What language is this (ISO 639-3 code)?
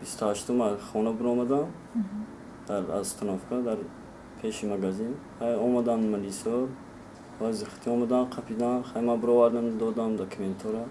tgk